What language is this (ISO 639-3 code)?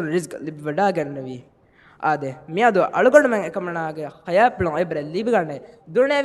div